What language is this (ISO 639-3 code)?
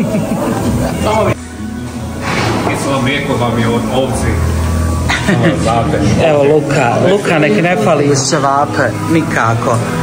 bos